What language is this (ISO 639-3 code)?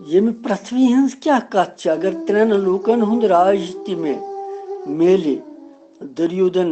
kas